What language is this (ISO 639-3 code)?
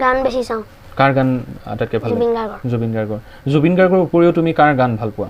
asm